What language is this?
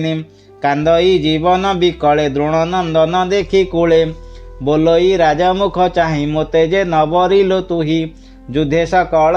Odia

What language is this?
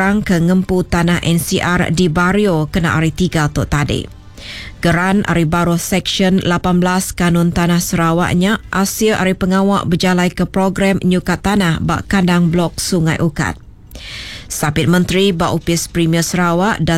Iban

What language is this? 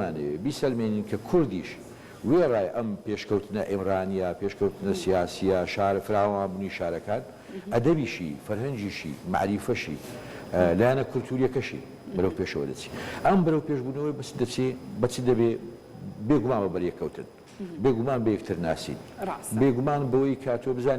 Central Kurdish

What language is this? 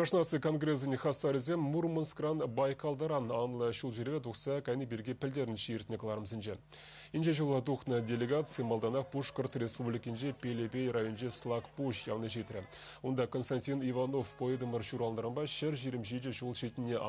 Chuvash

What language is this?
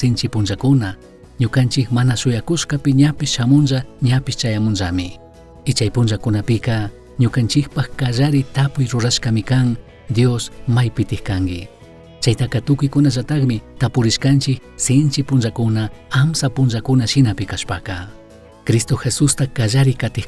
Chimborazo Highland Quichua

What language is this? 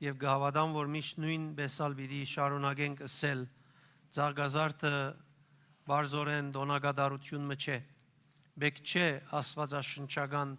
Western Armenian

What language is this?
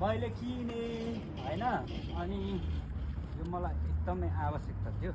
Nepali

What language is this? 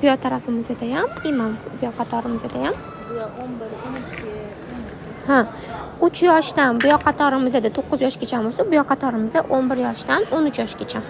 Uzbek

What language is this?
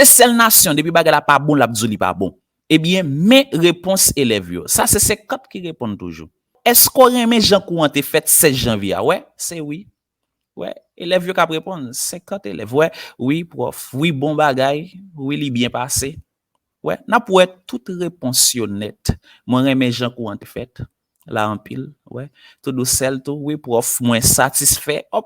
Haitian Creole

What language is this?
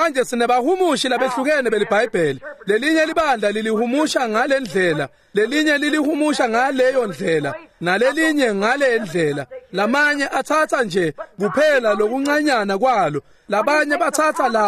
Swati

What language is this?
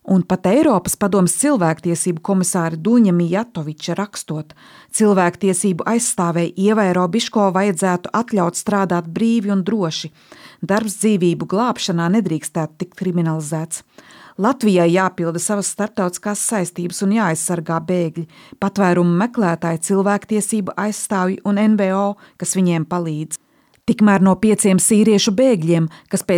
Latvian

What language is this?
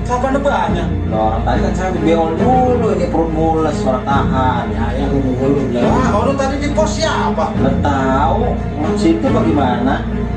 Betawi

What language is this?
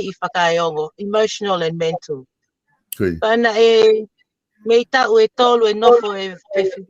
Tongan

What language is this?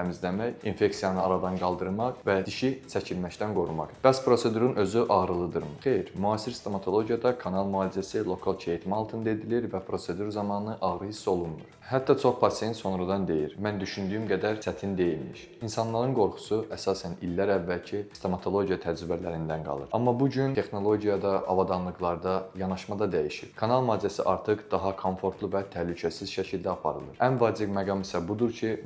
Azerbaijani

